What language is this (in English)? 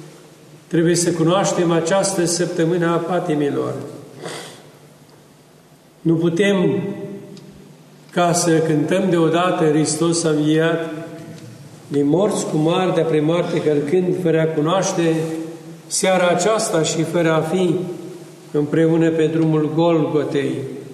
Romanian